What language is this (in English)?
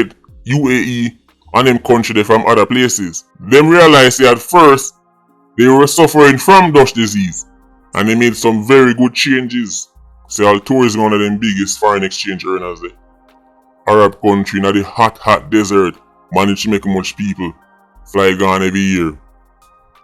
Jamaican Creole English